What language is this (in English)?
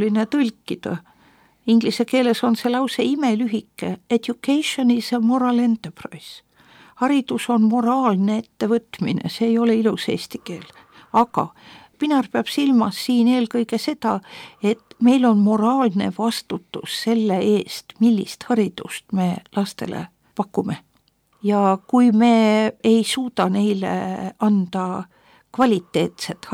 Estonian